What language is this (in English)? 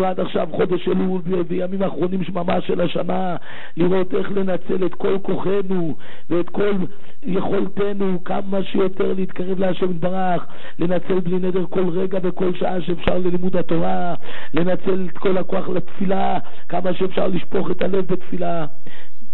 Hebrew